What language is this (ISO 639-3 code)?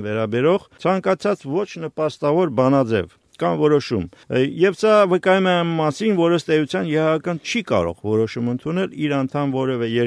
hye